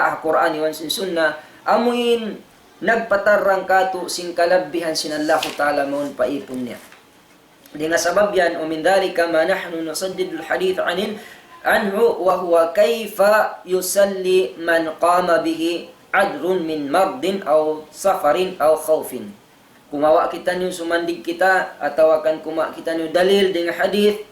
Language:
Tausug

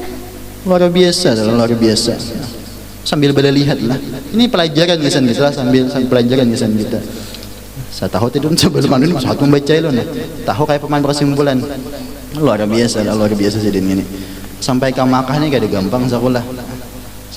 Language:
Banjar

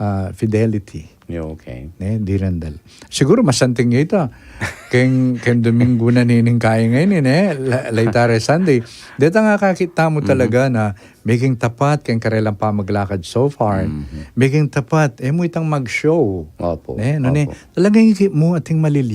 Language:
Pampanga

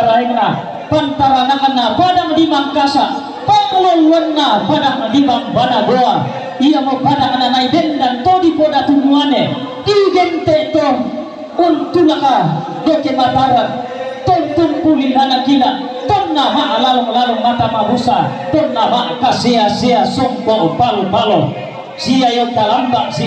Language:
Toraja-Sa'dan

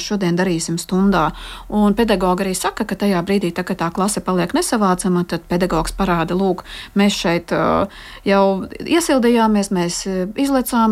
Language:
Latvian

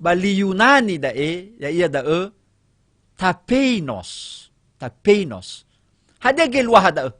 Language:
Nias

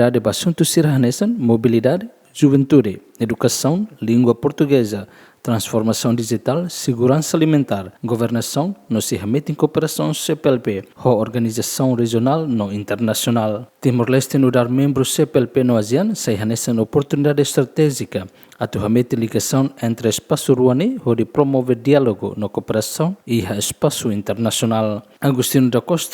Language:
Tetum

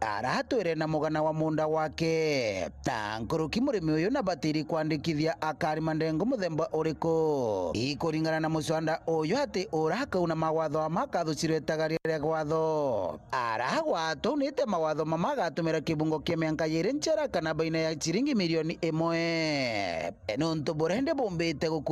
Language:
Meru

